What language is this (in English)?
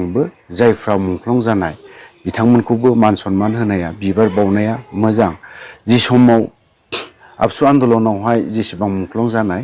Bodo